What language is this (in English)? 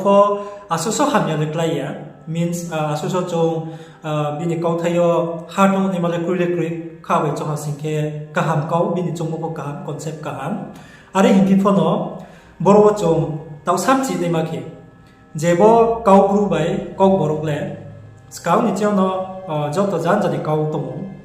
Riang (India)